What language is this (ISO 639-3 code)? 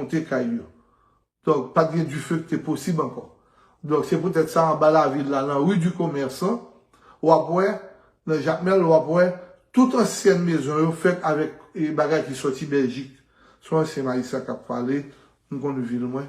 hat